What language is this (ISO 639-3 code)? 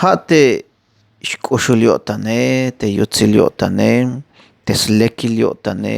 tzh